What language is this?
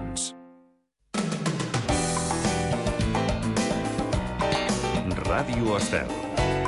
Catalan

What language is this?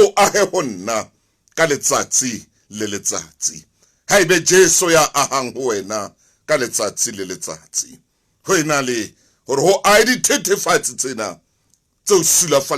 Southern Sotho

